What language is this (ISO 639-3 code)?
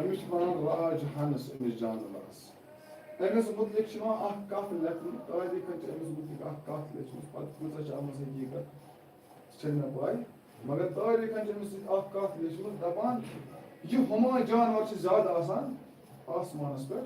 kas